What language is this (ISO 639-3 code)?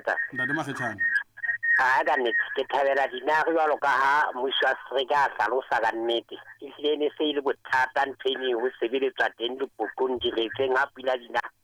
sot